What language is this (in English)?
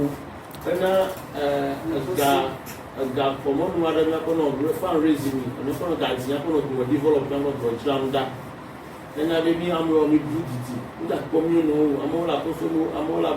Ewe